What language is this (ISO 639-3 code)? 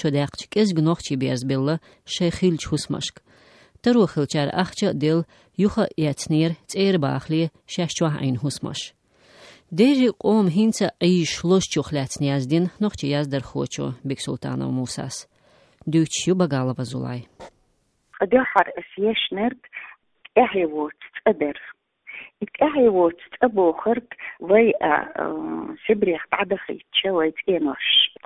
che